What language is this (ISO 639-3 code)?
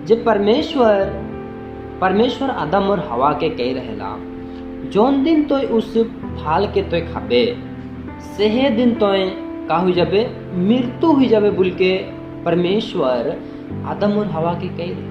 sck